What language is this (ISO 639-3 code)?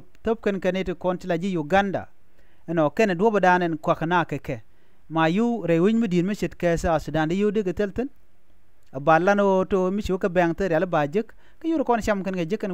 nus